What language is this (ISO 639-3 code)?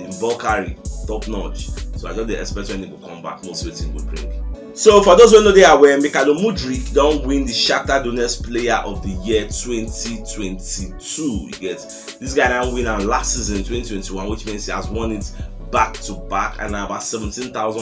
pcm